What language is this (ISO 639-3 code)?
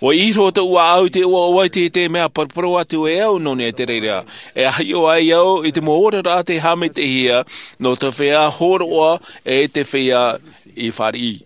tah